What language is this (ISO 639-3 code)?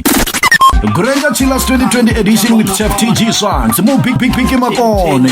ven